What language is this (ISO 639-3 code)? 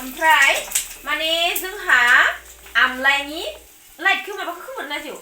brx